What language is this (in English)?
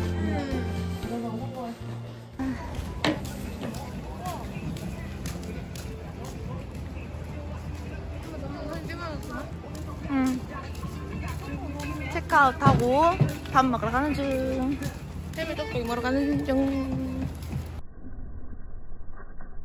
Korean